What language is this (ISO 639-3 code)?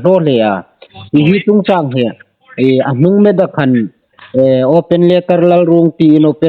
hmr